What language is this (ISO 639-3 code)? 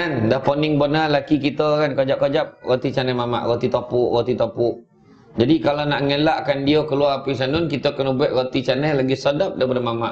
msa